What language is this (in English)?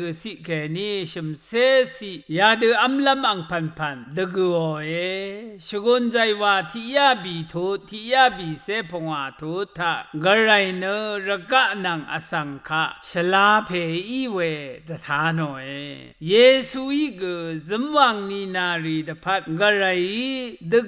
Rawang